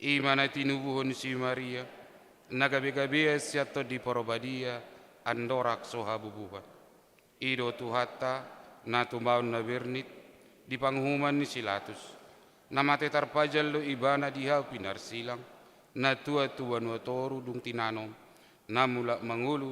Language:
Batak Toba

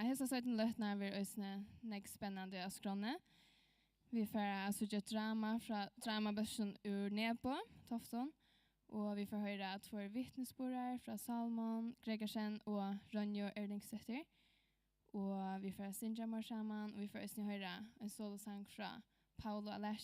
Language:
Faroese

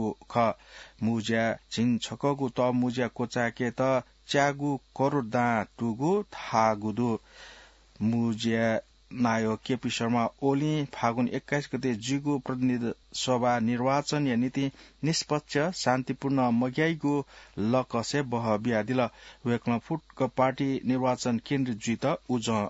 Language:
Newari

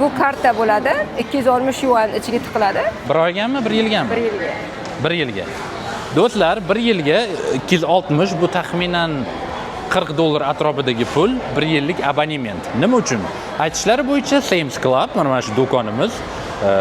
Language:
Uzbek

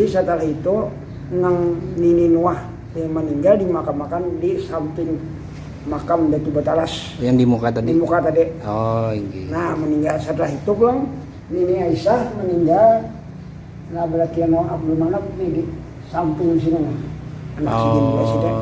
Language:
Banjar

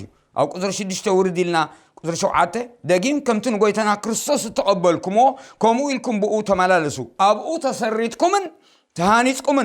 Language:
Tigrinya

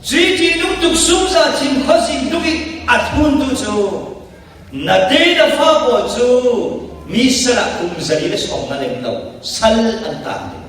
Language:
Falam Chin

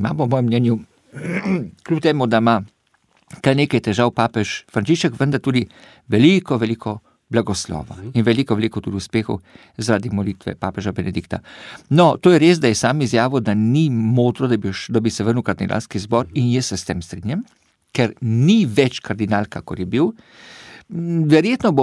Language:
Slovenian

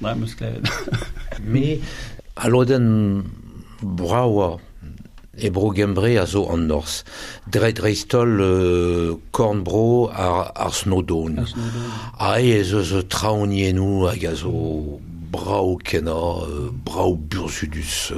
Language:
Breton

